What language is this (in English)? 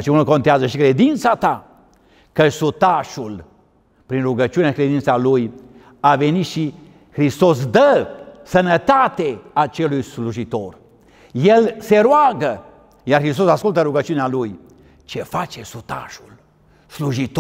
Romanian